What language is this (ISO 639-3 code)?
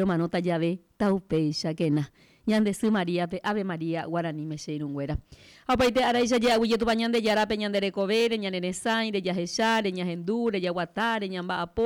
grn